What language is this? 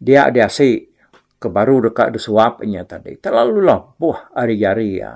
Iban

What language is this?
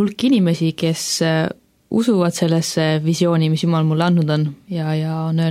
Estonian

